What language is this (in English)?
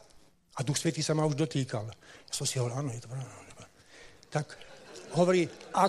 Slovak